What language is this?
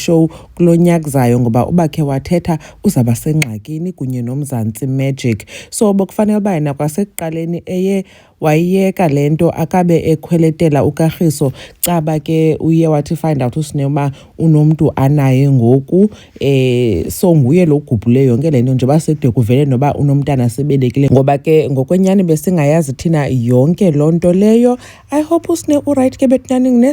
Zulu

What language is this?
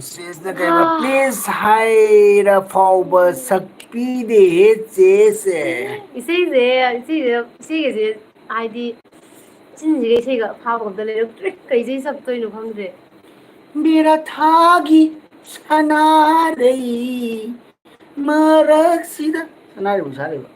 Manipuri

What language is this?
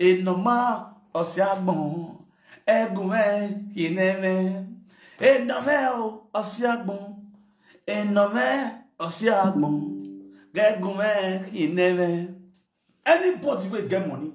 Nigerian Pidgin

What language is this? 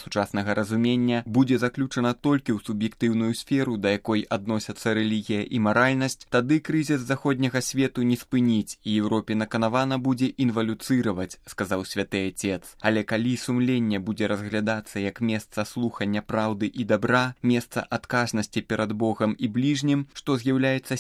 Belarusian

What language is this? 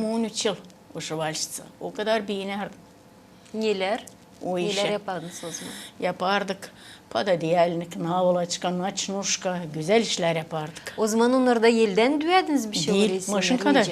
Gagauz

